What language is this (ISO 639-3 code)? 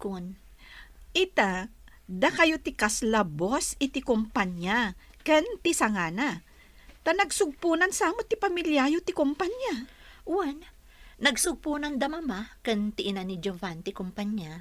ilo